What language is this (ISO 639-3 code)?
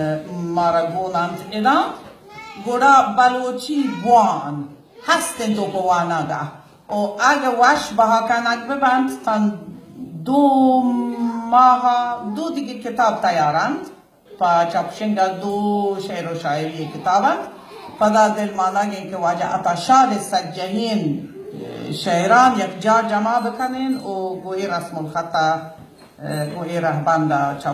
bal